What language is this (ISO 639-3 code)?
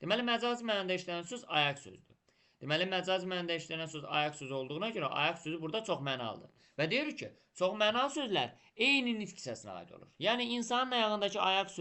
aze